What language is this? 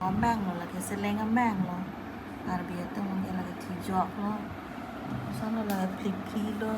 Karbi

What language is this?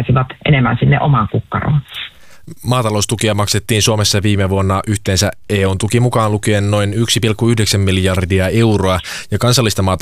Finnish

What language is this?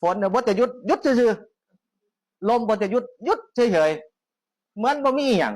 Northeastern Thai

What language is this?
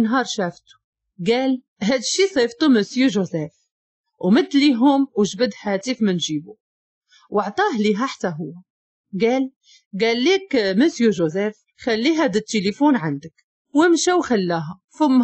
Moroccan Arabic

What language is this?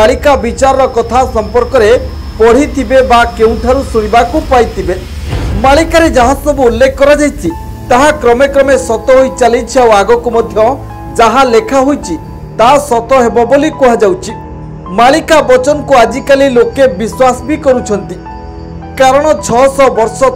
Odia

